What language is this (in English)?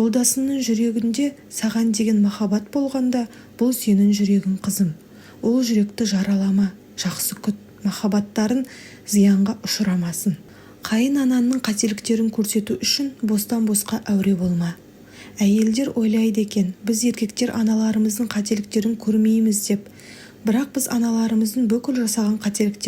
Kazakh